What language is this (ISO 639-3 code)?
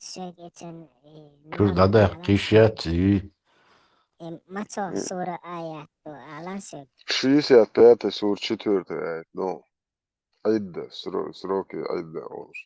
che